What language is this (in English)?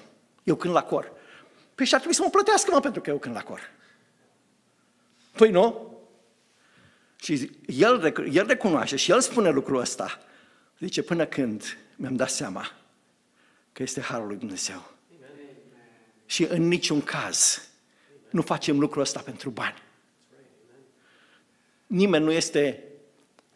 Romanian